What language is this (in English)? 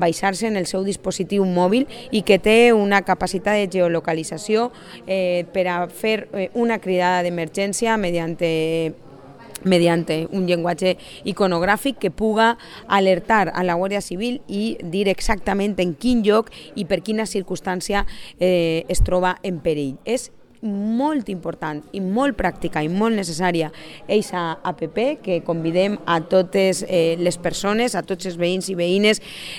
Catalan